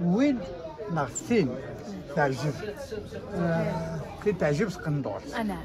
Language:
Kabyle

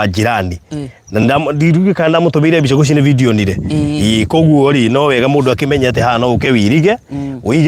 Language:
Kikuyu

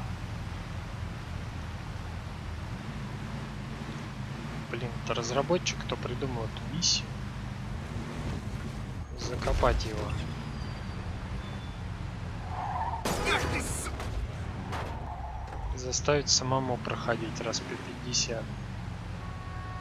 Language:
Russian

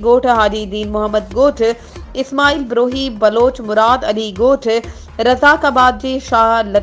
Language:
Sindhi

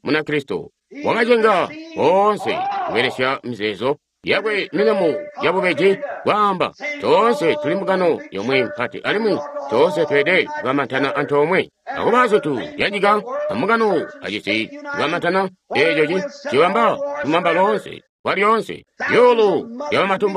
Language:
Tonga (Zambia)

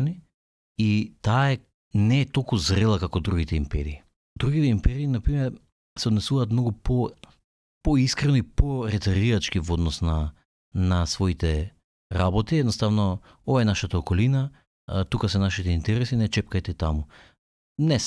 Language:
Macedonian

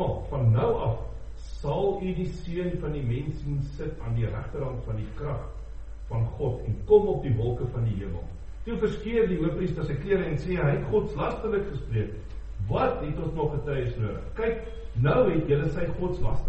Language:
Afrikaans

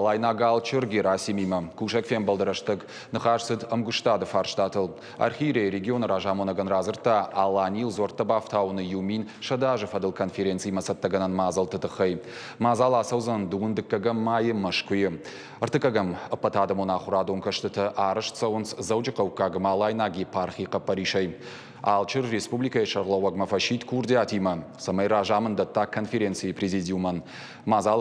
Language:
Ossetic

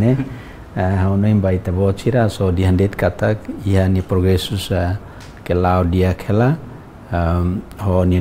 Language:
Tetum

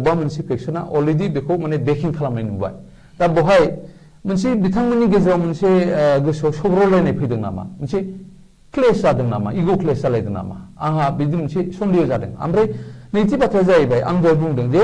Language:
Bodo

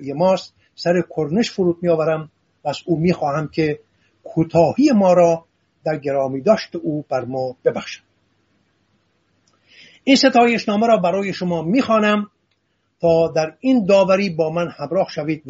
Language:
Persian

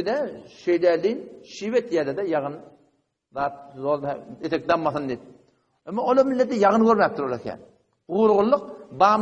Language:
Turkmen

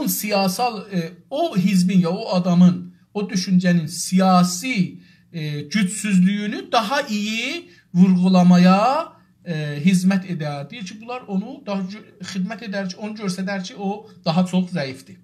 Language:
South Azerbaijani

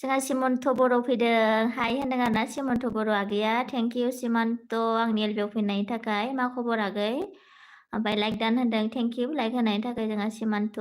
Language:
Bodo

